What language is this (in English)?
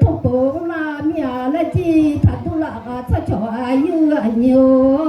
Akha